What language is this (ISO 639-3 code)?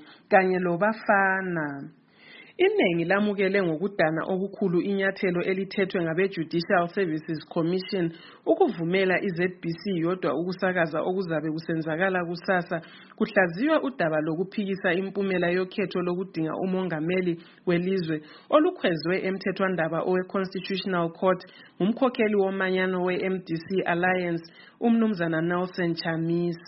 nde